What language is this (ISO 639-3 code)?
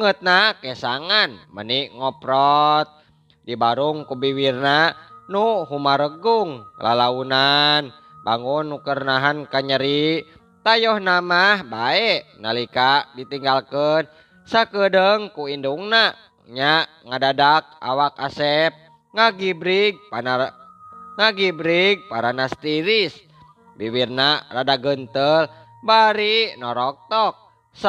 sun